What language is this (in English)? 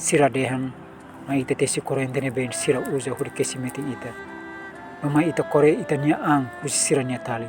Tetum